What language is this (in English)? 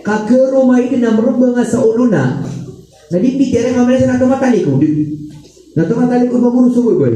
Maranao